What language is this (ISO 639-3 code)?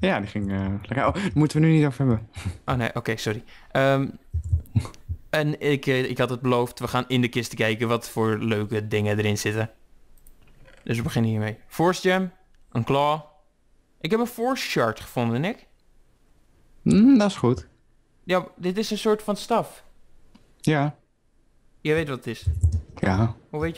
nld